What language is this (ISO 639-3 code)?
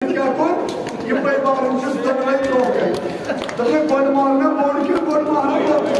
kas